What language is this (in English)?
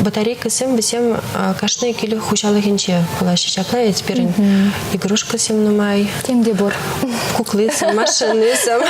Chuvash